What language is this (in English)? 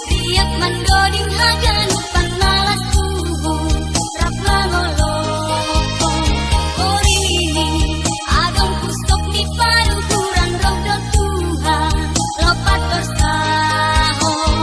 Batak Simalungun